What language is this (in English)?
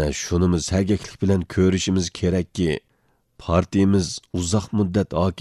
Uyghur